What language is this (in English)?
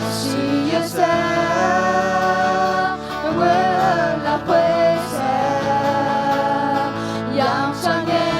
Akha